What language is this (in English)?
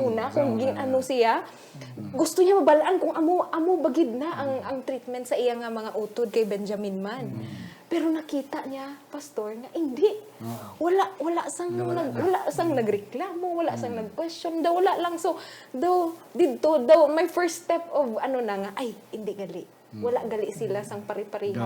Hiligaynon